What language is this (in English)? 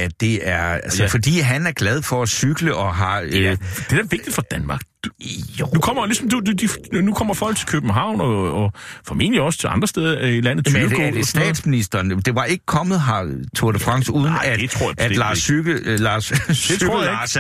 Danish